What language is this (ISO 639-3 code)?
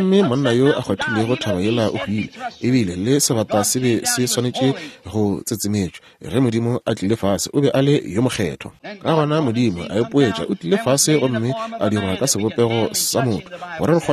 nso